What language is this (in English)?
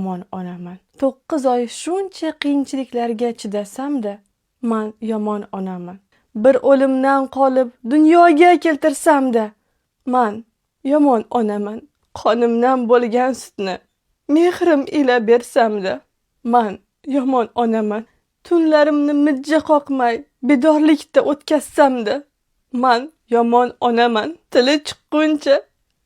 Uzbek